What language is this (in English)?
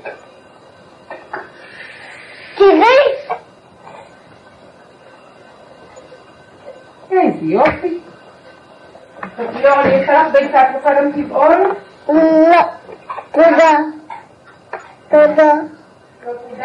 Hebrew